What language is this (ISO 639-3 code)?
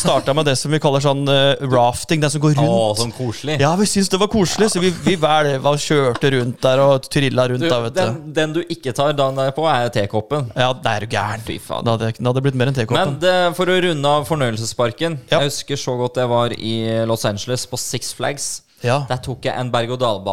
nor